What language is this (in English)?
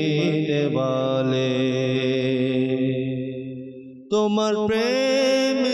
Bangla